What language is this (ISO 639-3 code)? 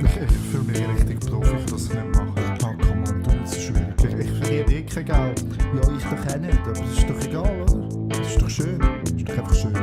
gsw